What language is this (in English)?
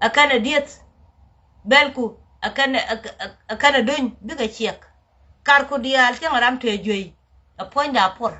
Nuer